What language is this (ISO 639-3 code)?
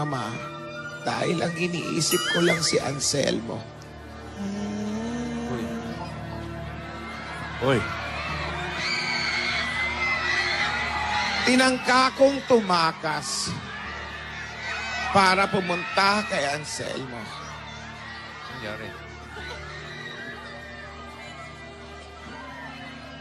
fil